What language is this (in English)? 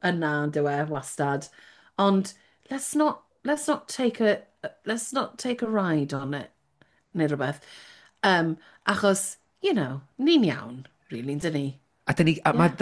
Welsh